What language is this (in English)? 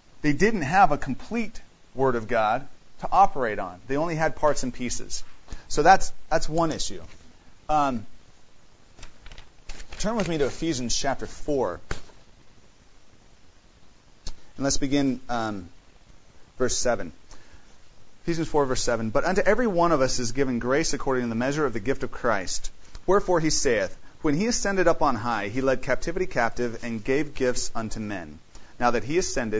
English